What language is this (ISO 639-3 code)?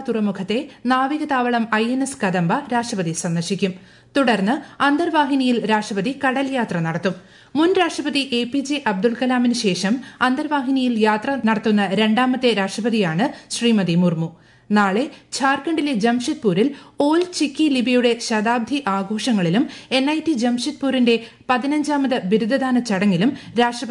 mal